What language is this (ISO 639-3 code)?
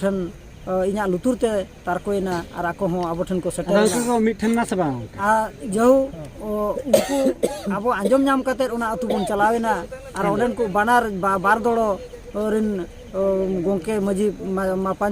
sat